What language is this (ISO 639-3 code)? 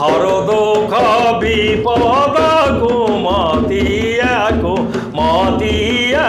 sck